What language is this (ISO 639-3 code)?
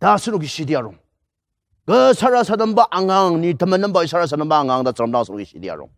njo